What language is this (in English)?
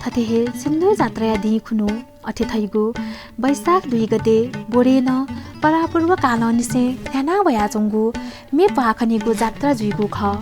Newari